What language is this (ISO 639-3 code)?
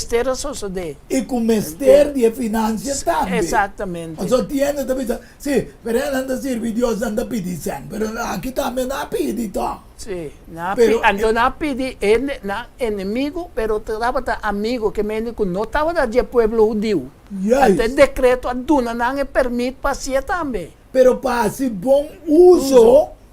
pap